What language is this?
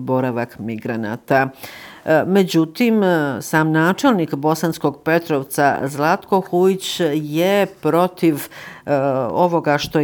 Bosnian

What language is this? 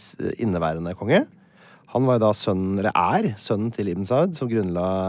Norwegian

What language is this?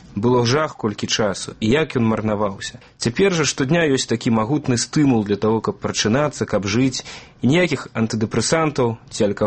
Belarusian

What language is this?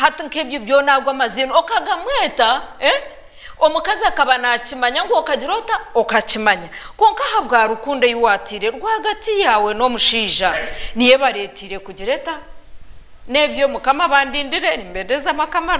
Nyankole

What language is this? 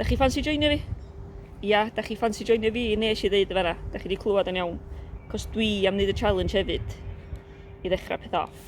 Welsh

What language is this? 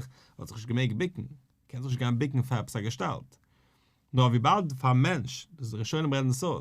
Yiddish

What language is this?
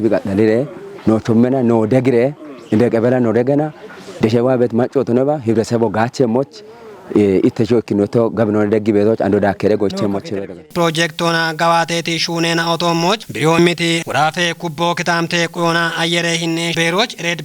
Kafa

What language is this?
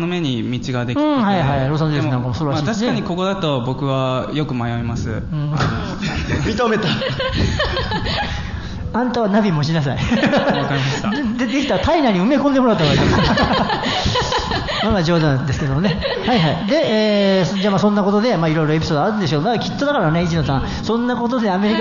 Japanese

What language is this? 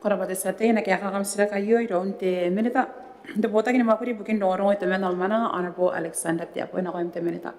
Gilbertese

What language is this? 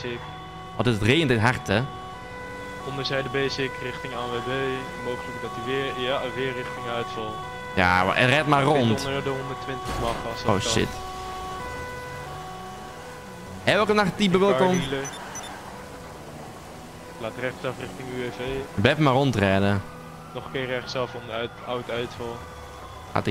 Dutch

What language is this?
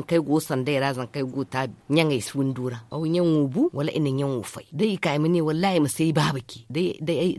Zarma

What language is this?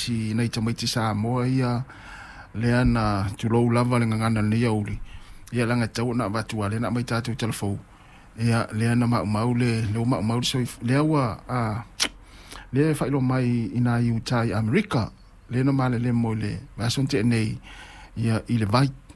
Samoan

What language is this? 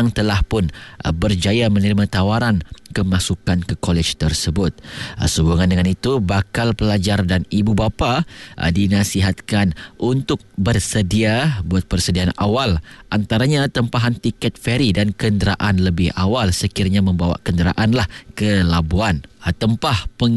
Malay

